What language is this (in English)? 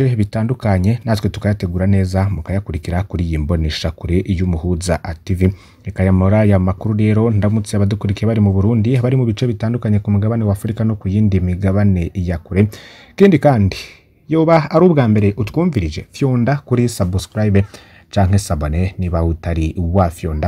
Rundi